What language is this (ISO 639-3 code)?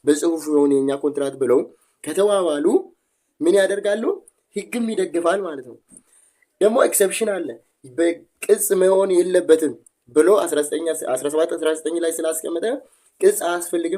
amh